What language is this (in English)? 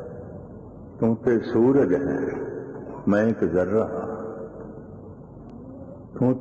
Punjabi